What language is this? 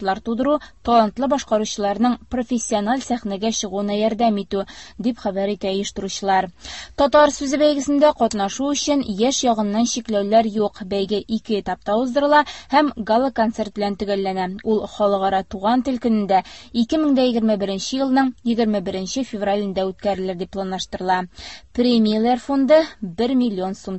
Tatar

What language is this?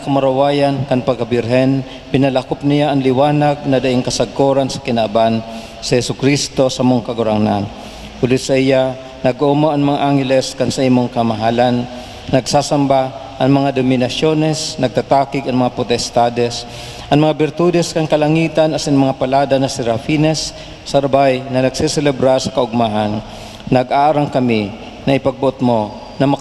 Bikol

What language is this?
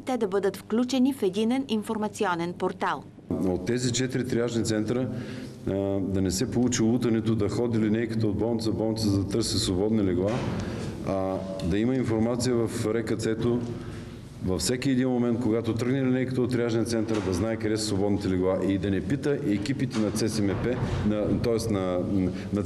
Bulgarian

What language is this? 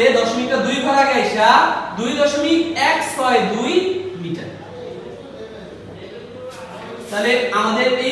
Bangla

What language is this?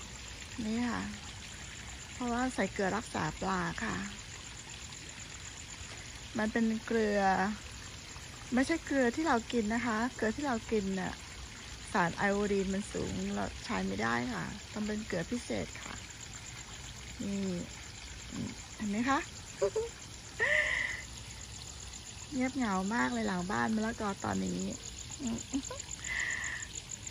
Thai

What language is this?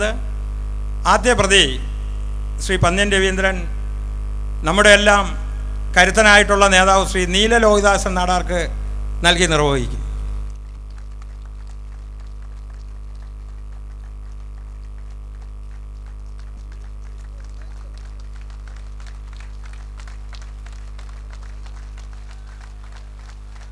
Malayalam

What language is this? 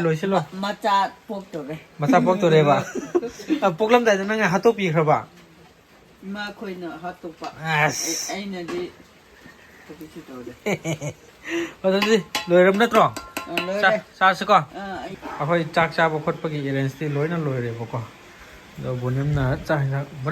Manipuri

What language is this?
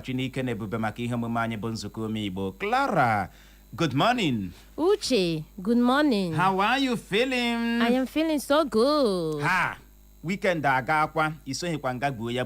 Igbo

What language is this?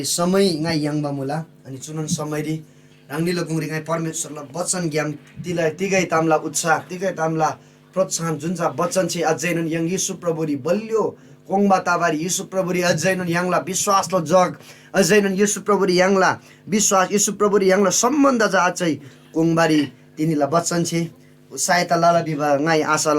Eastern Tamang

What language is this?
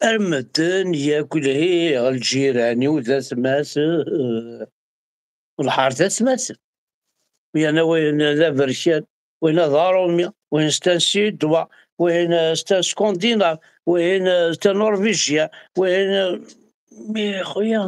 Kabyle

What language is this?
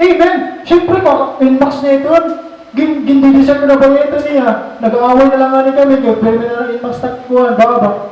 Waray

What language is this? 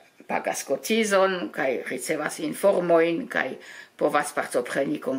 Esperanto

